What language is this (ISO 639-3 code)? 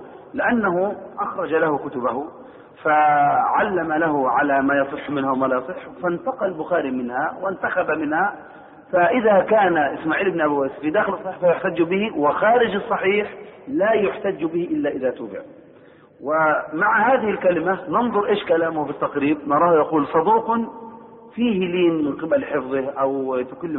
ara